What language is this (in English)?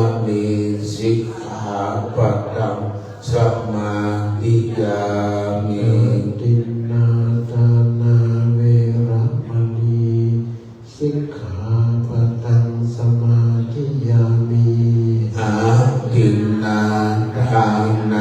Pali